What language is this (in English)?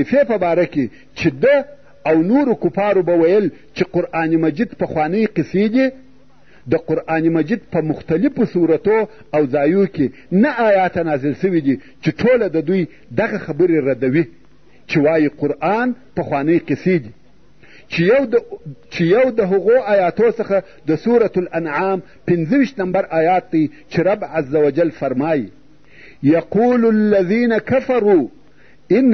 Pashto